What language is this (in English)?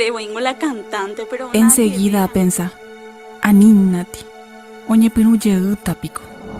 Guarani